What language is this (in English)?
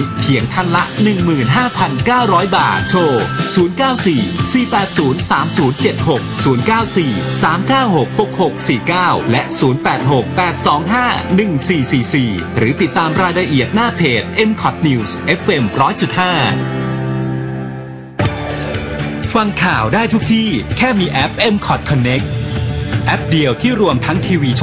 Thai